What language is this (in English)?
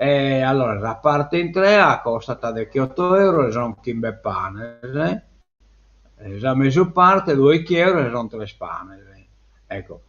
Sardinian